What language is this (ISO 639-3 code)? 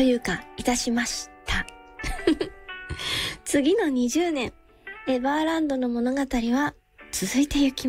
jpn